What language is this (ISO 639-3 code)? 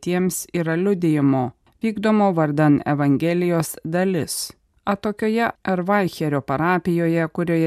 lit